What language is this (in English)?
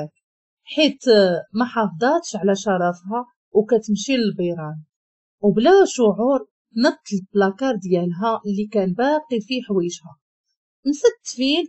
Moroccan Arabic